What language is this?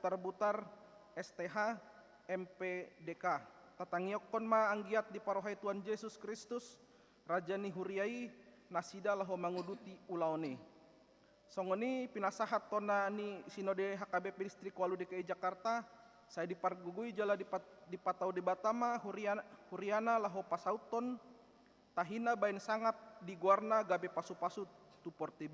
Batak Toba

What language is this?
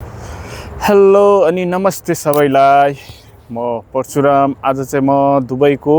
Nepali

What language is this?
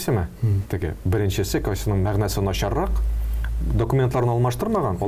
Tatar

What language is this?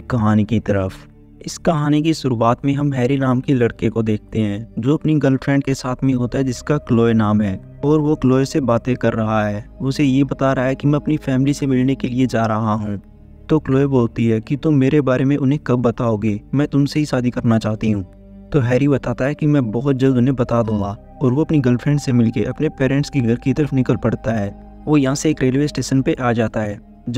Hindi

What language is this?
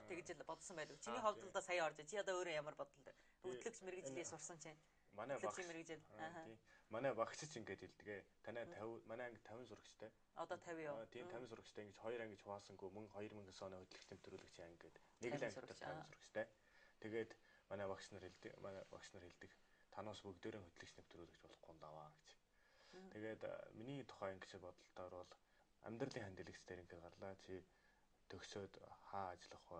Mongolian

